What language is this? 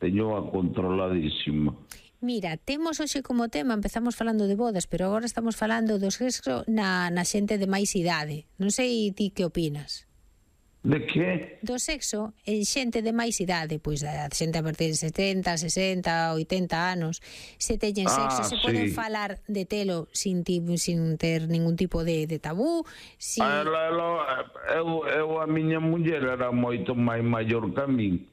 Galician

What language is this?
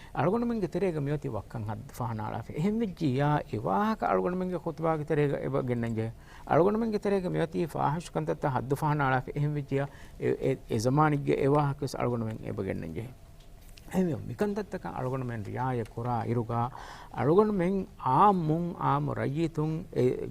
Divehi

